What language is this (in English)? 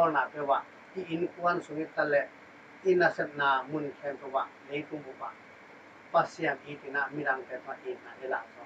Tedim Chin